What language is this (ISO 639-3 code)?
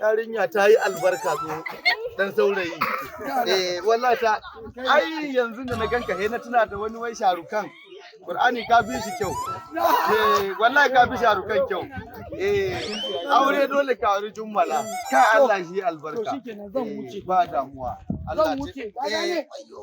hau